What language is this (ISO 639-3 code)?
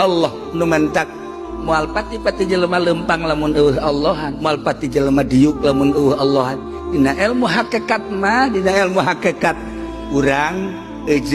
sun